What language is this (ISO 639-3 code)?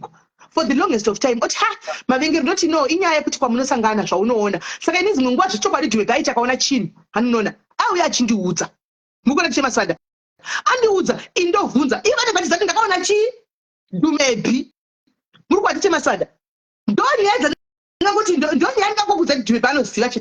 sna